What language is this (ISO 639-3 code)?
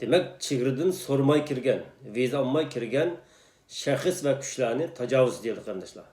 uig